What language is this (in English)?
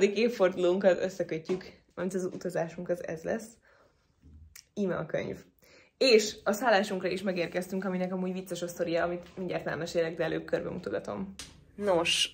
Hungarian